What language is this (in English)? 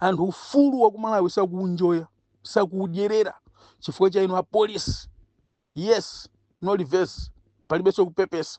Nyanja